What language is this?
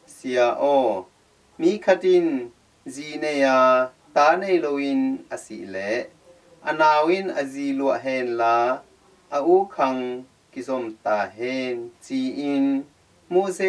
Tedim Chin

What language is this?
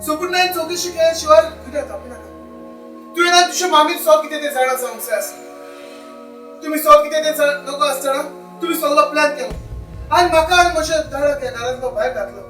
Konkani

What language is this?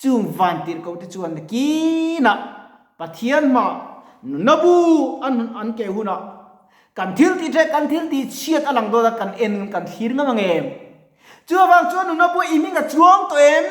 Mizo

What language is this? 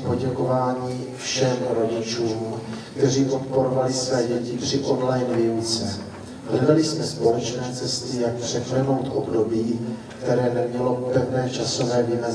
Czech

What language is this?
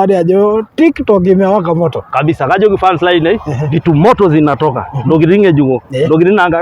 Masai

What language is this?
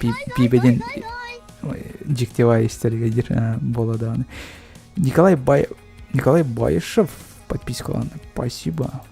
Yakut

